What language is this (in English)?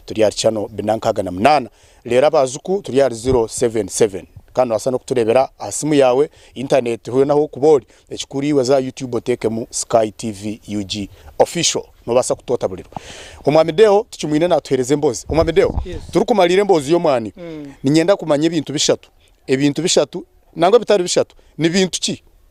Nyankole